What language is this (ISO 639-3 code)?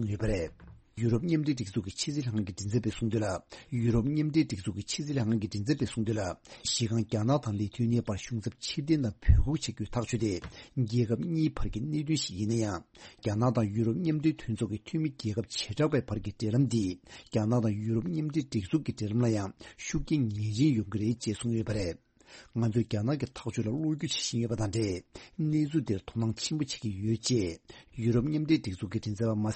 bod